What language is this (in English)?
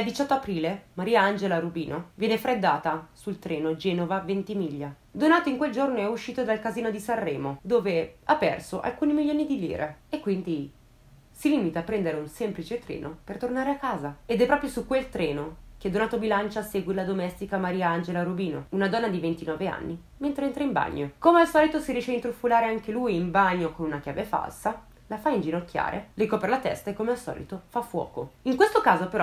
Italian